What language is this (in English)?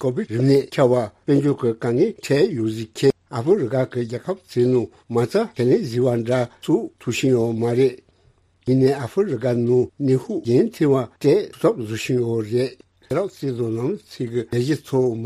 Tibetan